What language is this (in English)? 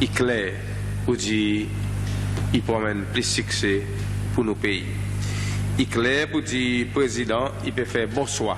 Seselwa Creole French